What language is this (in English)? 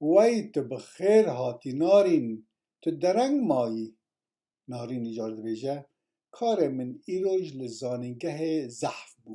Kurdish